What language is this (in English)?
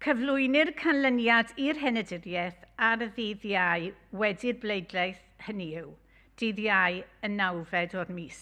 Welsh